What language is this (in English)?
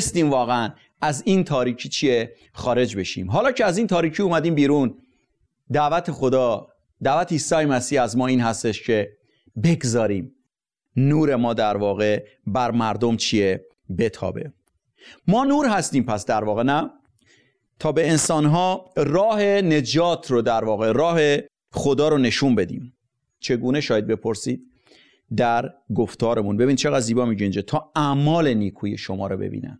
Persian